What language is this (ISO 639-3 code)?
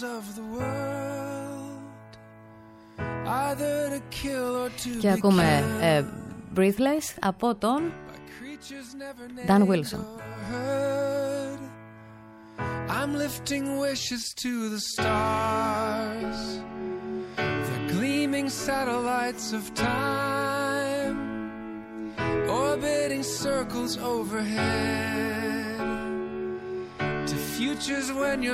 ell